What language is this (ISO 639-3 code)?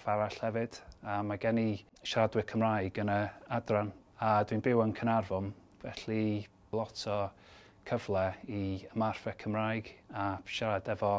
cym